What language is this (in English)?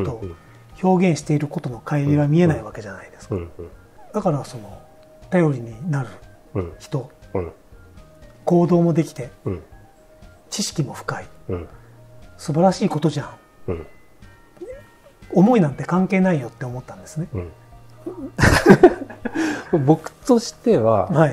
Japanese